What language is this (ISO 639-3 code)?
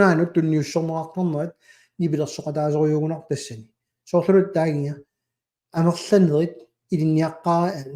kal